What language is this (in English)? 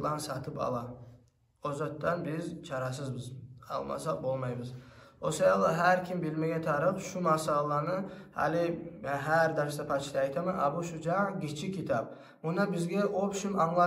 Kumyk